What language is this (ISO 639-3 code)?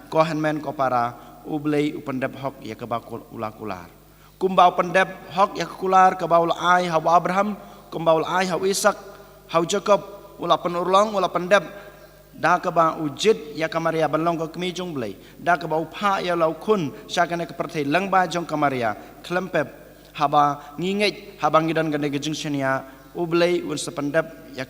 kha